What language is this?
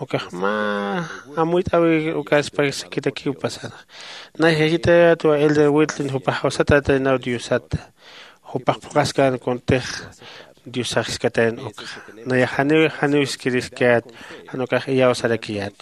Aymara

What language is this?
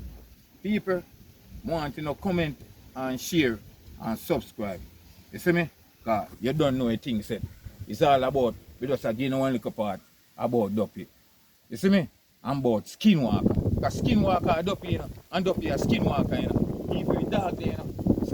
Jamaican Creole English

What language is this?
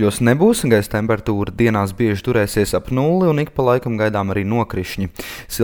Latvian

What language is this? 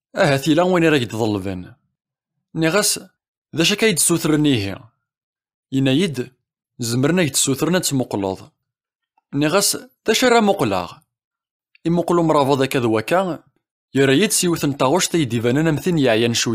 Kabyle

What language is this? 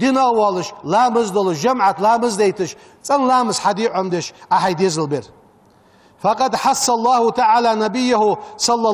Ingush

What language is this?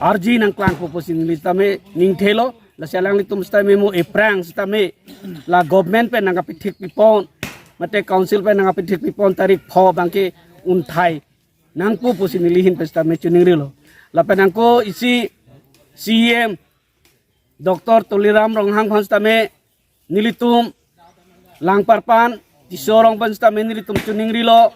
Karbi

